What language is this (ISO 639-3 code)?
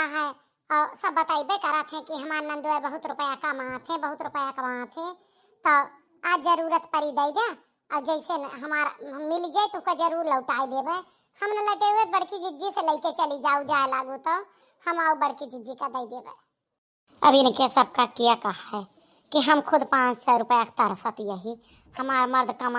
awa